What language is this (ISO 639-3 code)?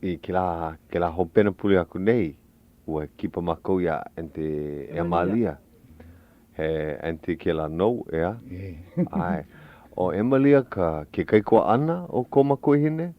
haw